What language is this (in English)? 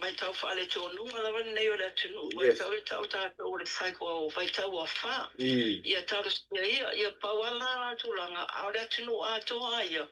Samoan